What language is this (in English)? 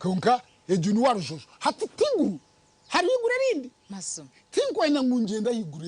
Nyankole